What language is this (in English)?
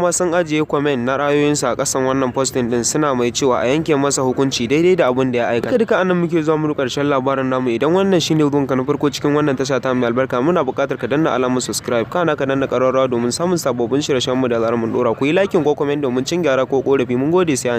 Hausa